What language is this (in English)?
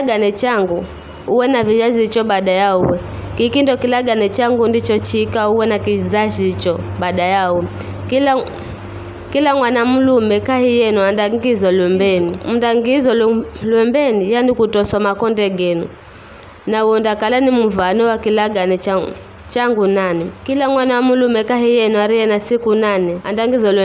Giryama